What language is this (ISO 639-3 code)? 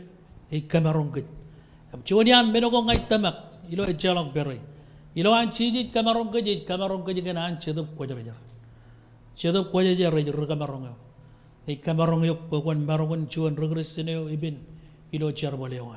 mah